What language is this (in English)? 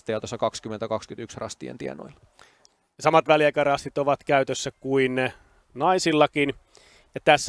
Finnish